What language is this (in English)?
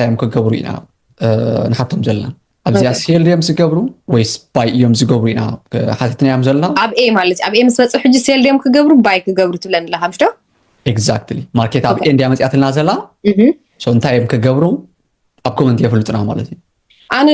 Tigrinya